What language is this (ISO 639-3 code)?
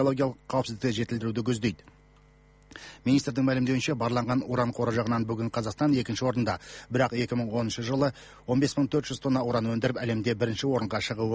kaz